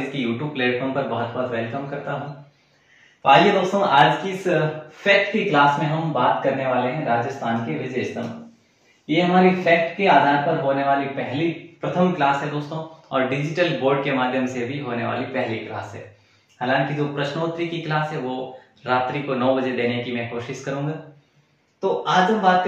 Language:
Hindi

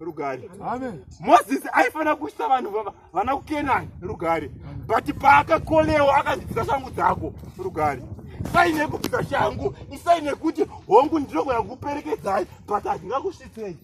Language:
Shona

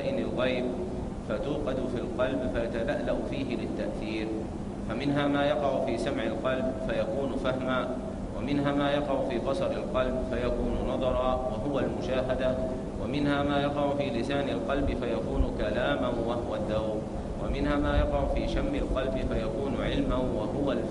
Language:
Arabic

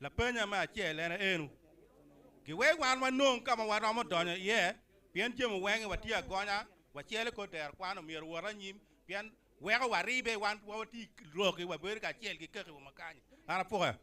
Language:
Acoli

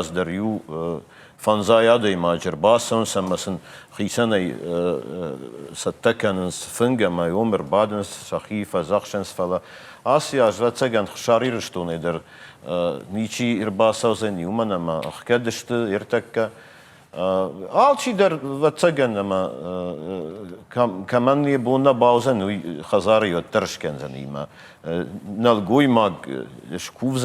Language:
Ossetic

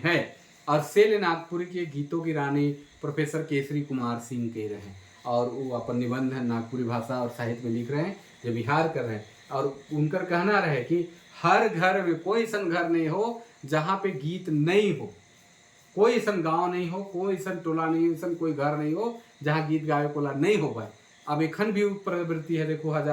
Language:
Sadri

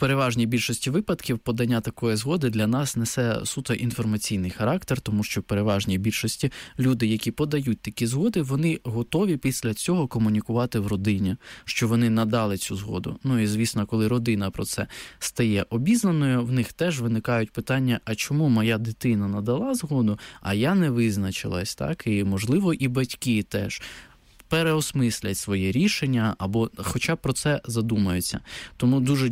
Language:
Ukrainian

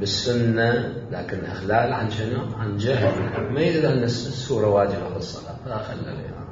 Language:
Mesopotamian Arabic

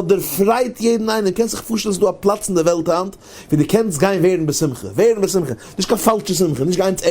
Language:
Yiddish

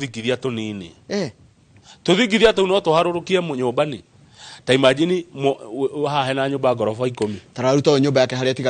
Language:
Kikuyu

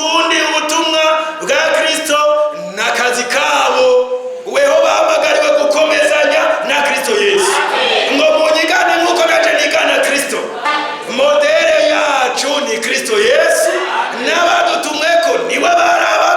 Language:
Rundi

